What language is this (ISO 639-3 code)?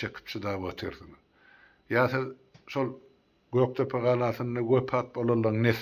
tuk